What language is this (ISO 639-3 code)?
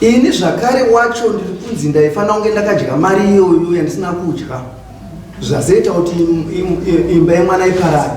sna